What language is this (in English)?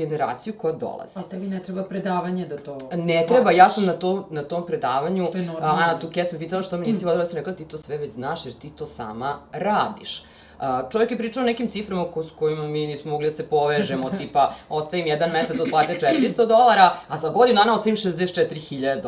Serbian